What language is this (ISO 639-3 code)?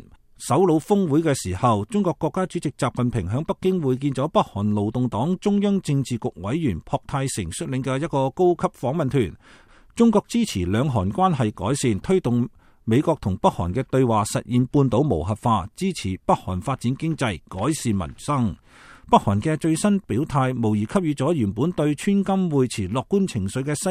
yue